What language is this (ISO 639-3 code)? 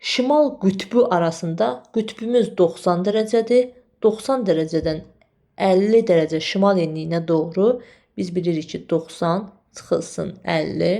aze